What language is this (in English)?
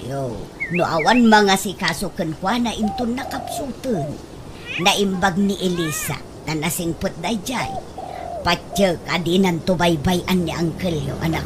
Iloko